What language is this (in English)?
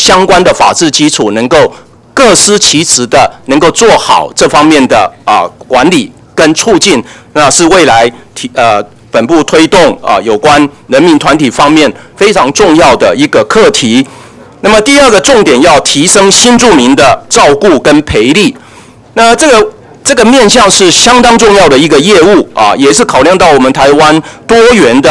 Chinese